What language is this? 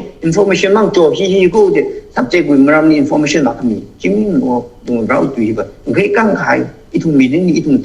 Tangkhul Naga (India)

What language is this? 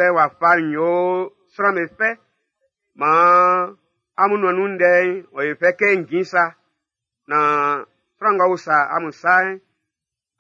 Baoulé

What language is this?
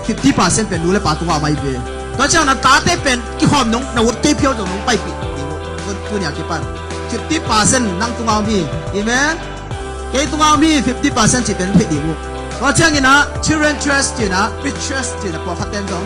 Tedim Chin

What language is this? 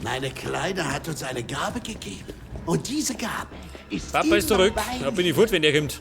Bavarian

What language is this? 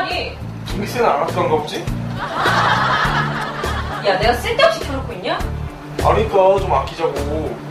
Korean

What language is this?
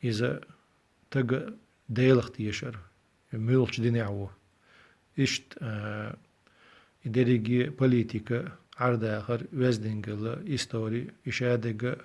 Chechen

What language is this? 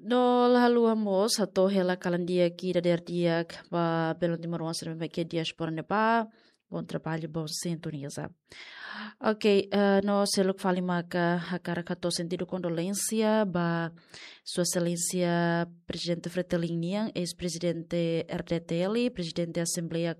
Tetum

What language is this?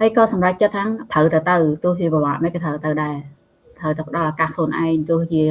Khmer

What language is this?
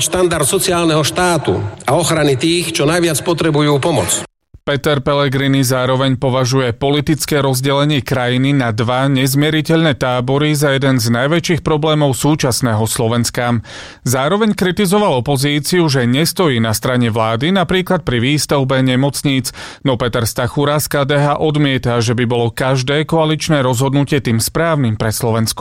Slovak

